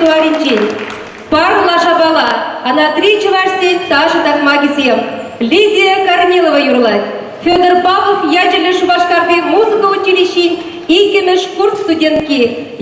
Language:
Chuvash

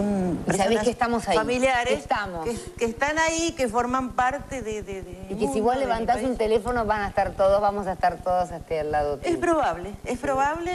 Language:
Spanish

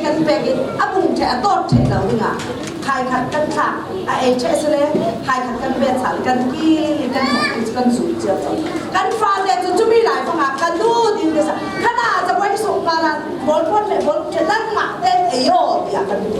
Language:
Falam Chin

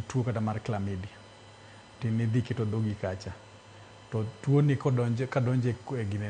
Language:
Luo (Kenya and Tanzania)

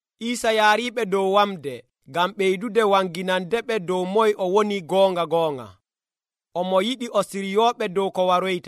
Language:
Nigerian Fulfulde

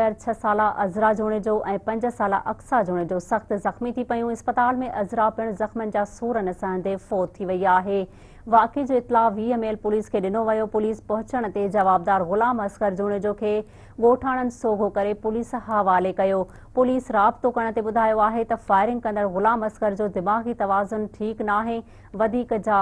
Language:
Sindhi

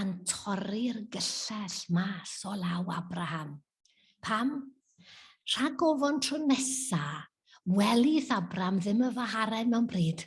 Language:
Welsh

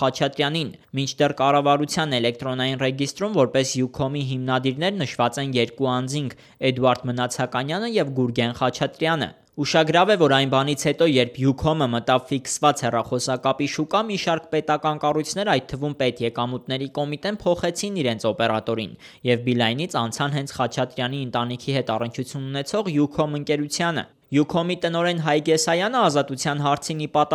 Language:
Armenian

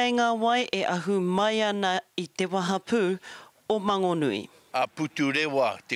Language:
Māori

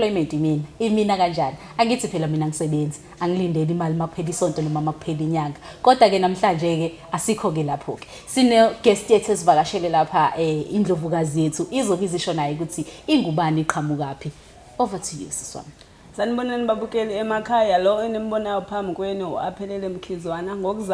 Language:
Zulu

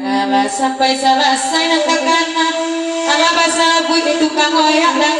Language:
Minangkabau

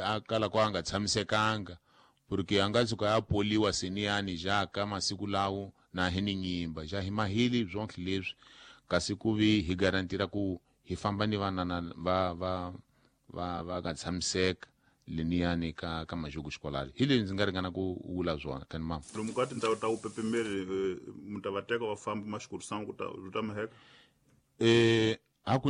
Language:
Tsonga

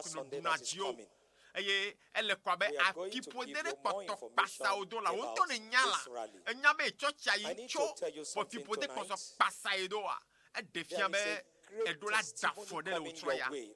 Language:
Ewe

